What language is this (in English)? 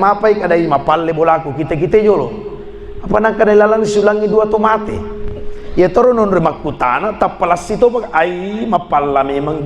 Buginese